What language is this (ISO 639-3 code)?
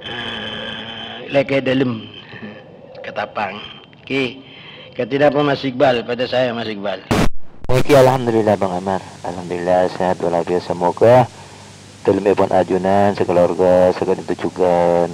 mad